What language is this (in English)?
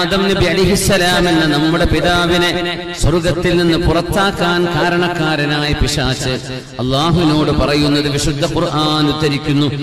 Malayalam